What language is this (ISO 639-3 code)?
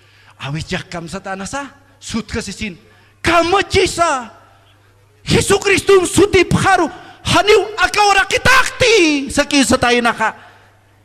aym